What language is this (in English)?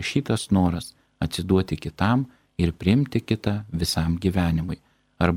Lithuanian